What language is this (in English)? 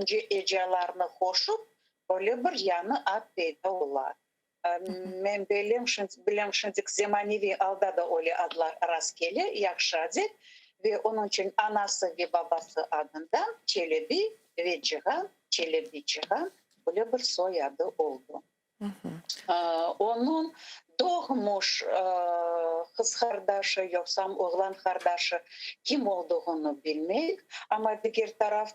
Crimean Tatar